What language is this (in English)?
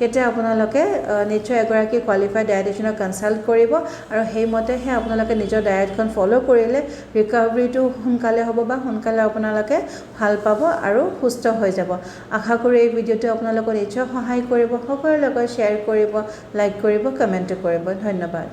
Assamese